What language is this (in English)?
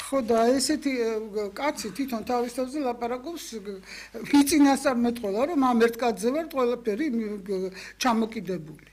Georgian